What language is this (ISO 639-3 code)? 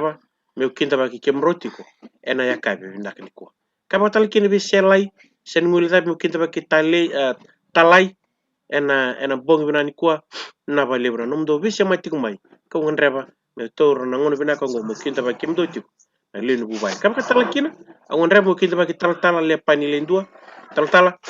fij